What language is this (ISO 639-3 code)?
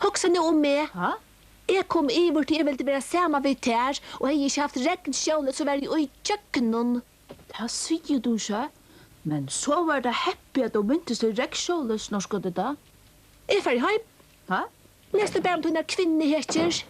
fao